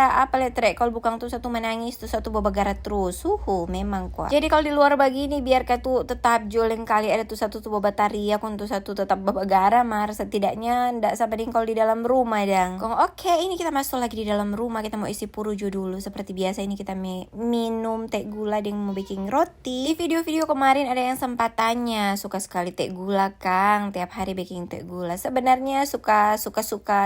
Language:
Manado Malay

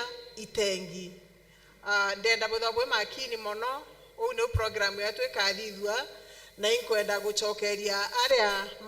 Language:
Meru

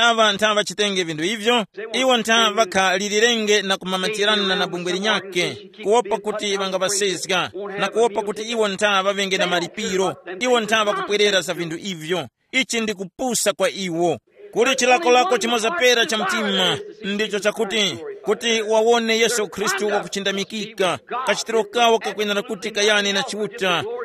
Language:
Tumbuka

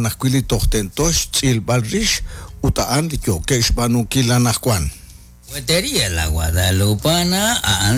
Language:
Kekchí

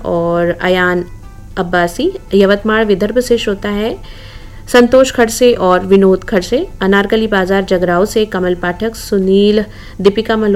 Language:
Hindi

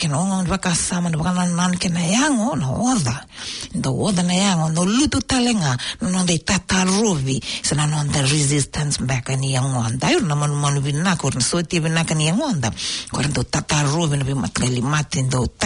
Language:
Fijian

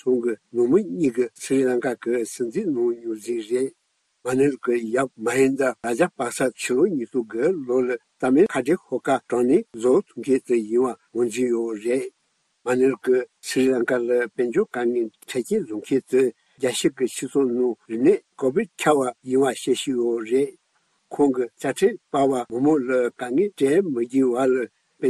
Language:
Tibetan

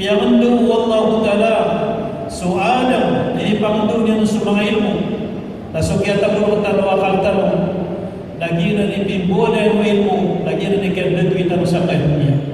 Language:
Maranao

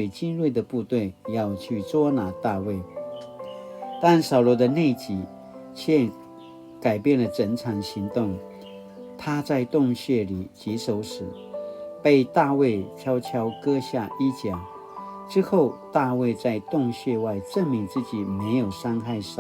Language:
Paiwan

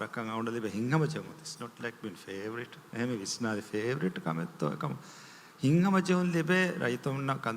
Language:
Divehi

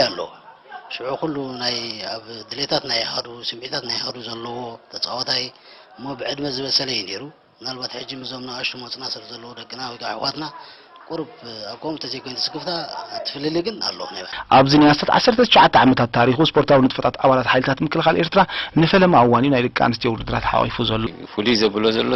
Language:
Tigrinya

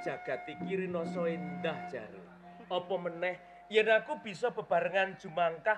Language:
Javanese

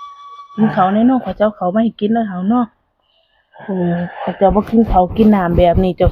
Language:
Northeastern Thai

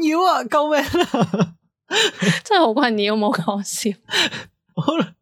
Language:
Cantonese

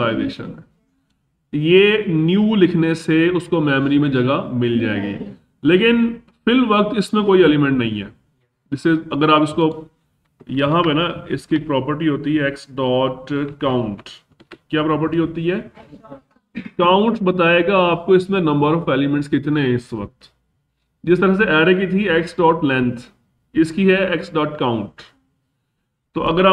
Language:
Hindi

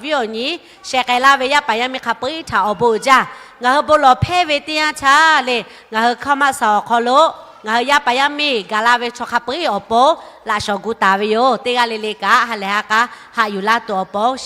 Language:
Lahu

